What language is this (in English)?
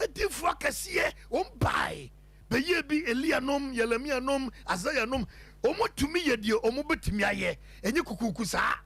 Akan